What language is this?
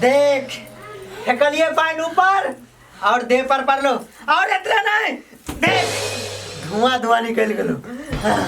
Maithili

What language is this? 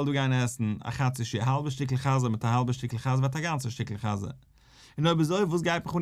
Yiddish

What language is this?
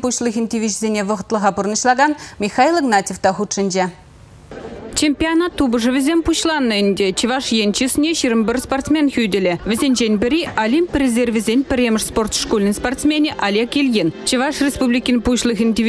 Chuvash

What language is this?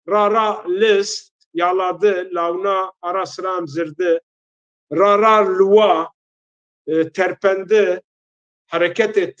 Zaza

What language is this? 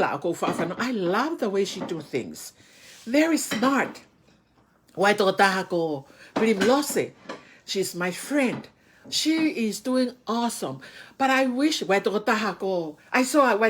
Tongan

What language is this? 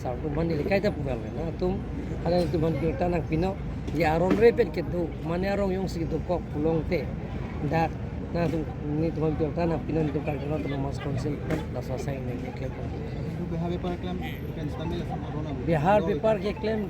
Karbi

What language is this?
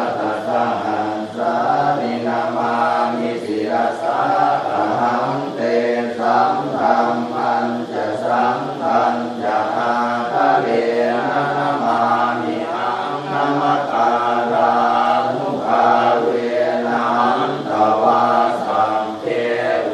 Pali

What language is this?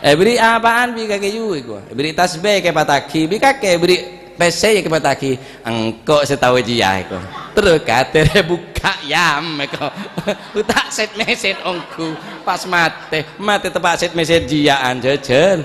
Madurese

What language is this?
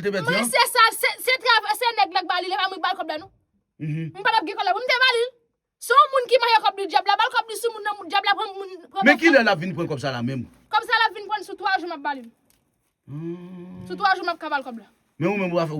Haitian Creole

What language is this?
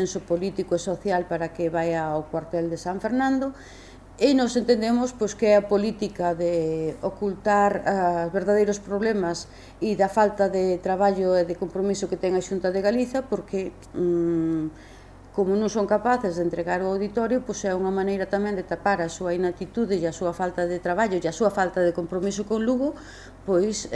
Galician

